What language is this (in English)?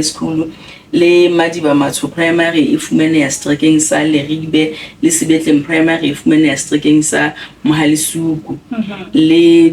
Southern Sotho